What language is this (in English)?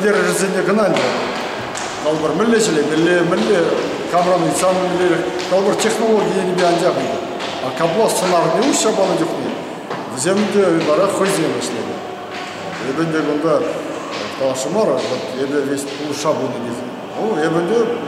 Chuvash